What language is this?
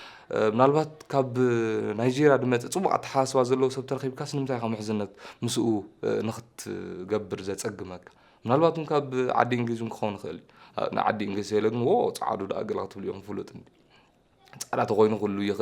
Tigrinya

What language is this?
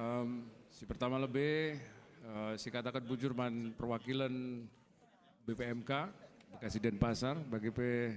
Batak Karo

